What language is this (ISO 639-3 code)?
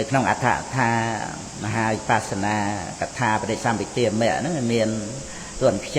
khm